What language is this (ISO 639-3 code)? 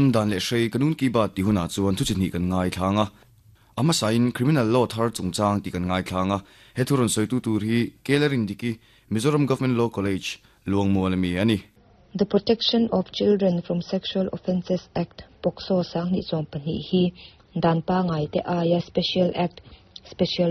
lus